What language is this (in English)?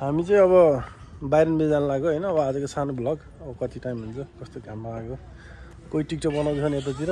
Nepali